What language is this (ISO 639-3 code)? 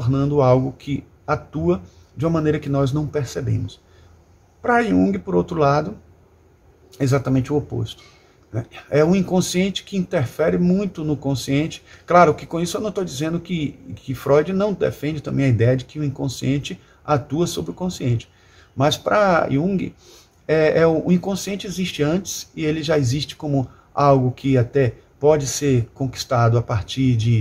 por